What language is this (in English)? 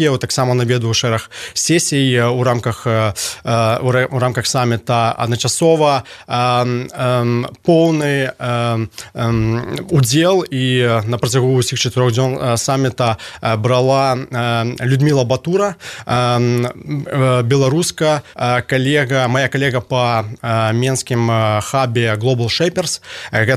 Belarusian